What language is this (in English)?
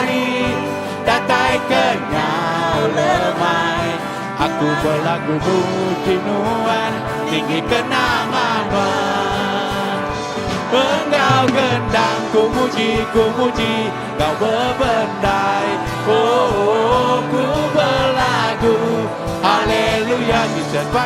Iban